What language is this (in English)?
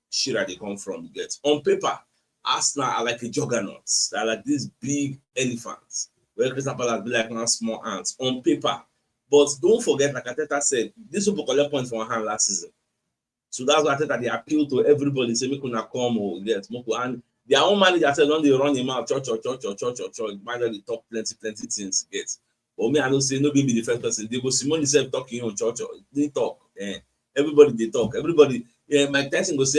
Nigerian Pidgin